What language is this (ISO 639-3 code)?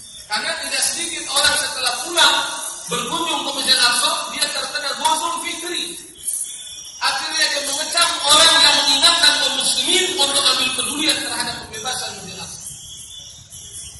ind